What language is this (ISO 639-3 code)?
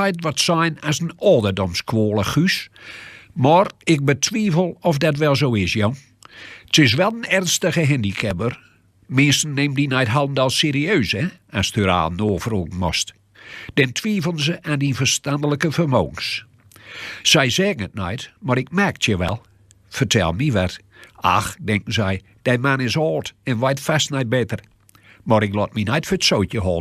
gos